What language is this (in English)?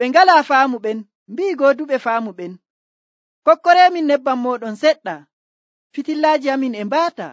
Nigerian Fulfulde